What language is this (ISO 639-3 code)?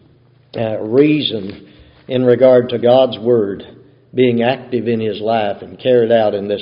eng